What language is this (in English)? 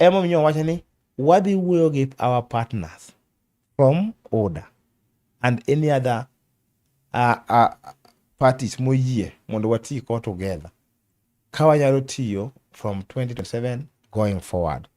Luo (Kenya and Tanzania)